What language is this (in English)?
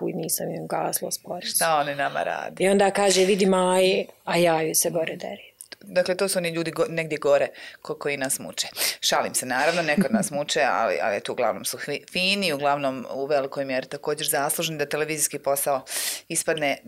Bosnian